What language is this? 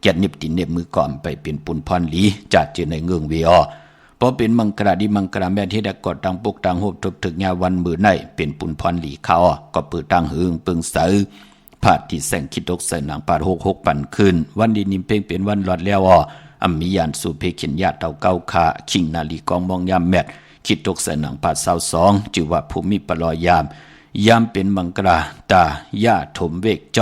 Shan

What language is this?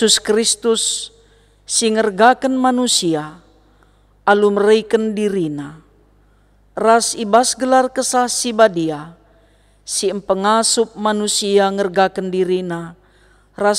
Batak Karo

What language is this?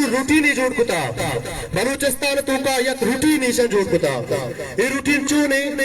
Baluchi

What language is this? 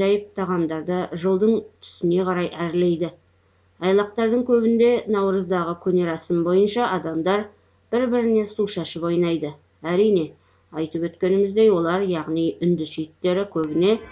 Kazakh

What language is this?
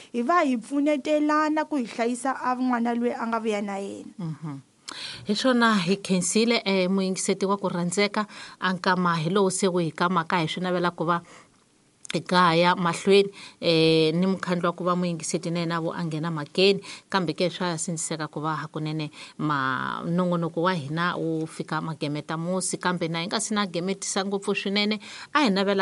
Tsonga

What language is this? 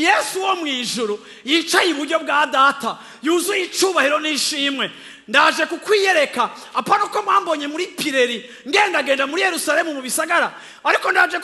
Rundi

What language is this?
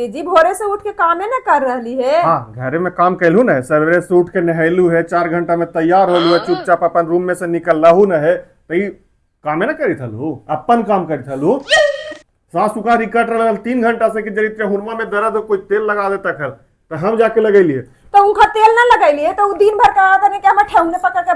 Magahi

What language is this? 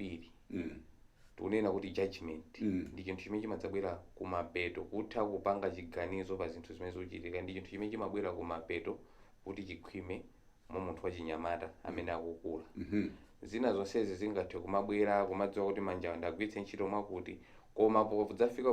Nyanja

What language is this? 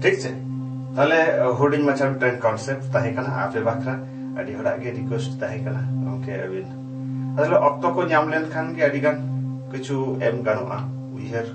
Santali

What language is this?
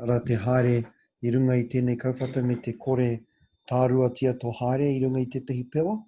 Māori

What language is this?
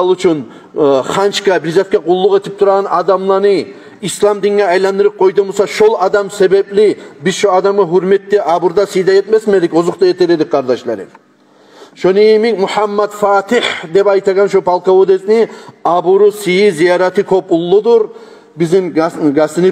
Kumyk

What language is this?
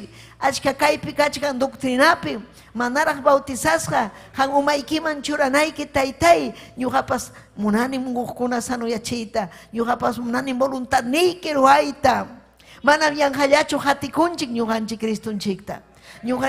Ayacucho Quechua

